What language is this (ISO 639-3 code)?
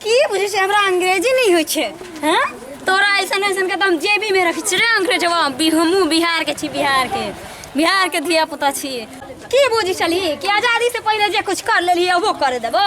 mai